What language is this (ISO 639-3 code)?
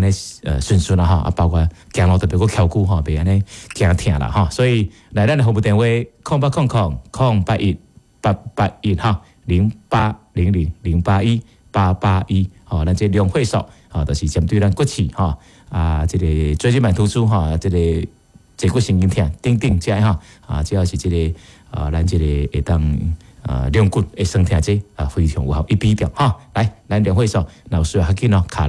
nan